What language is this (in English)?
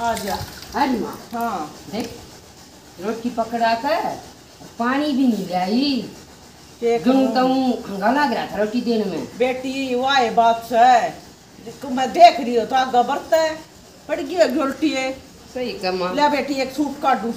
Haryanvi